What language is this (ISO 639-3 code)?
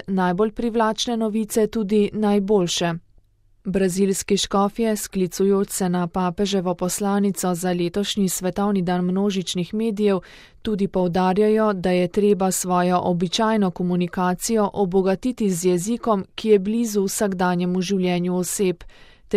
slv